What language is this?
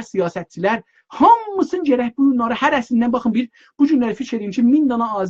South Azerbaijani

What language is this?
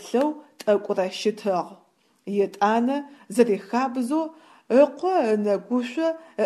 Adyghe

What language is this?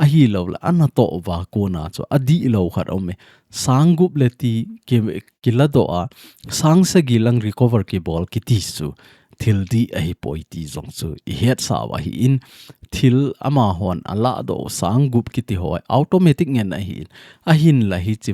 Thado Chin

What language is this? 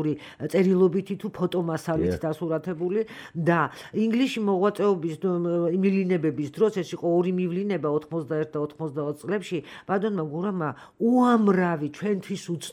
Georgian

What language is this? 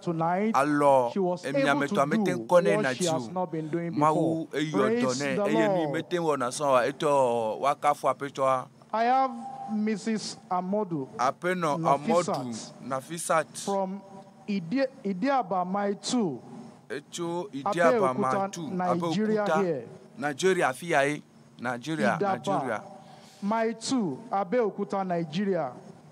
Ewe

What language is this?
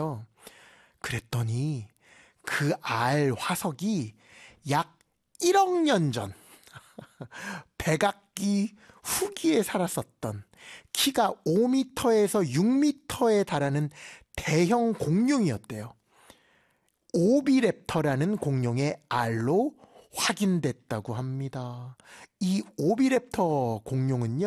Korean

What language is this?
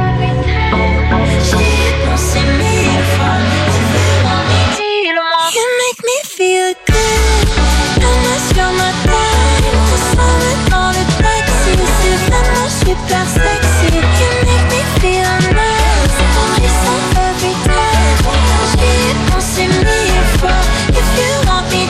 French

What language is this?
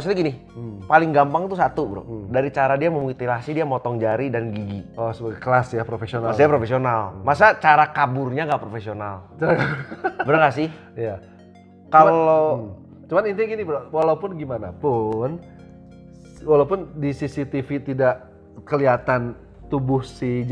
Indonesian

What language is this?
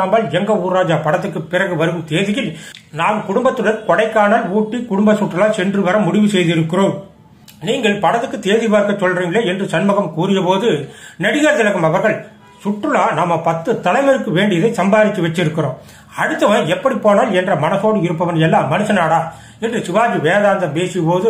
Tamil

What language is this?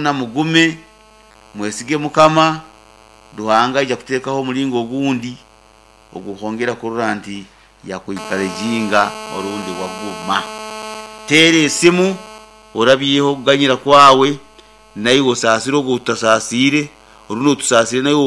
Nyankole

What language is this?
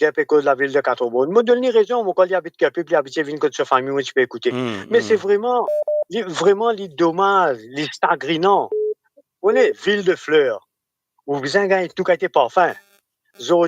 Morisyen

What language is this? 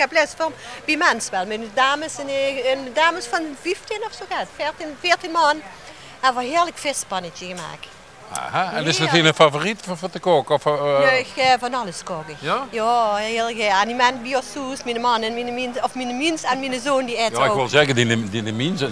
Limburgish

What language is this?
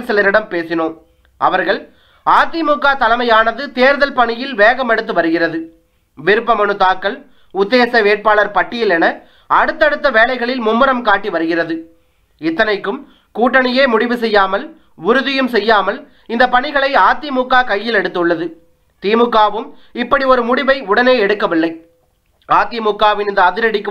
Tamil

